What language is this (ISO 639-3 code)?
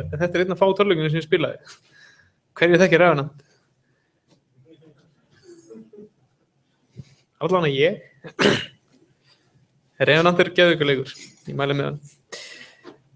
isl